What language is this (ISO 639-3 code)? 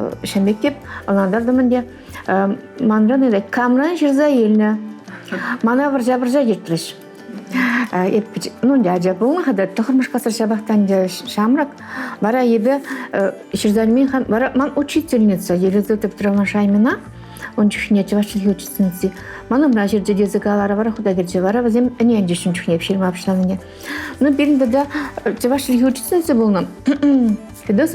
chv